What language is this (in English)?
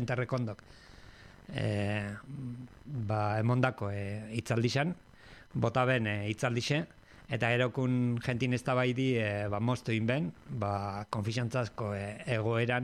Basque